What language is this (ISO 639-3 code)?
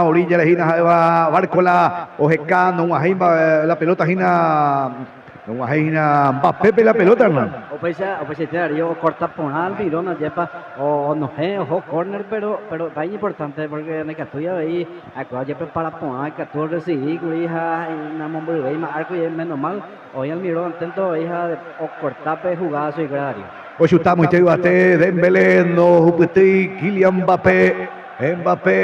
grn